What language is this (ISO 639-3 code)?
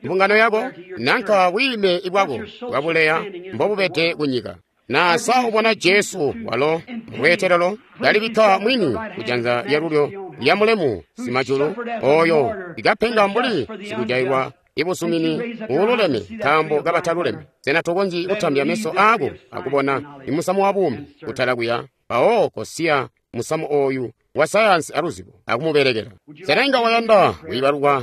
toi